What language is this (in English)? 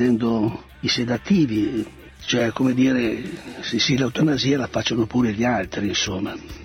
Italian